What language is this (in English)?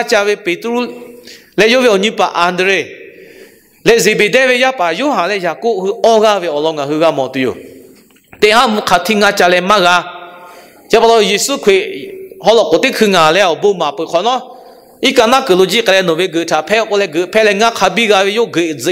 Lahu